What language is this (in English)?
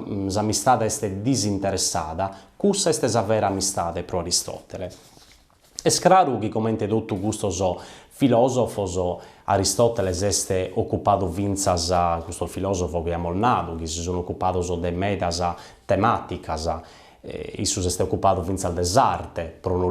Sardinian